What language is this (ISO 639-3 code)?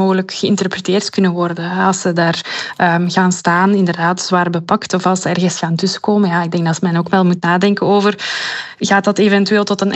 nld